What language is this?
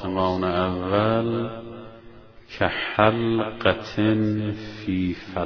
Persian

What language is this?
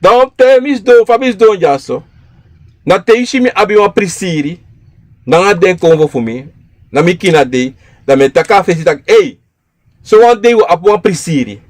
Sranan Tongo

